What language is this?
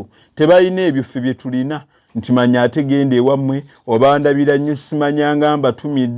Ganda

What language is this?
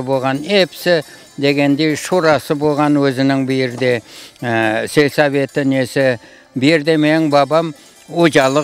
Crimean Tatar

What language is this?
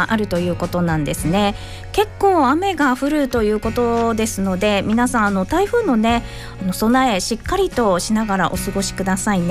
Japanese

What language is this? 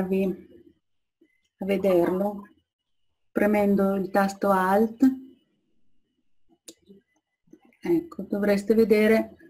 Italian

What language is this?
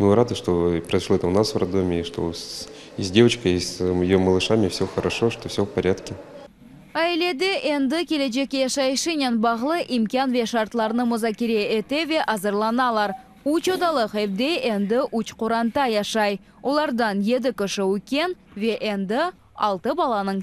Crimean Tatar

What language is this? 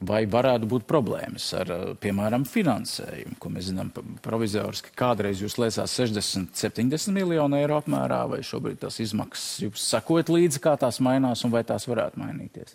Latvian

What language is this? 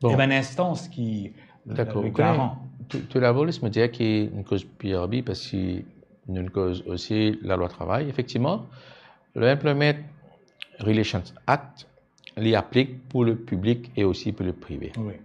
Morisyen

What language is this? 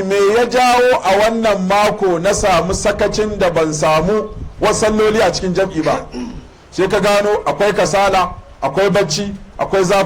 Hausa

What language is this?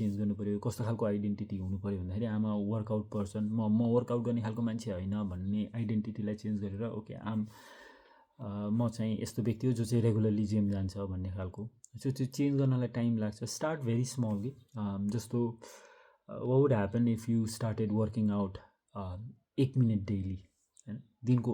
Nepali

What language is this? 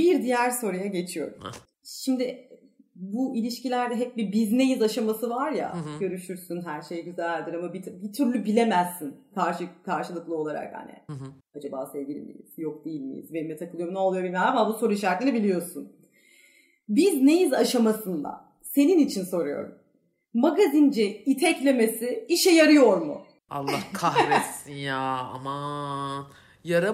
Turkish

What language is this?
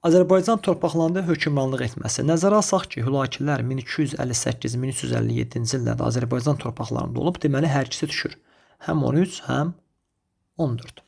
Azerbaijani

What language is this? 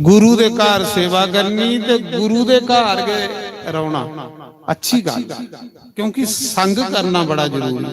Dogri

